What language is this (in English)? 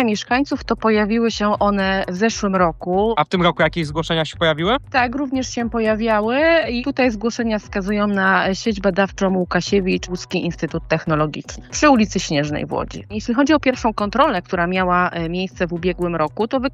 Polish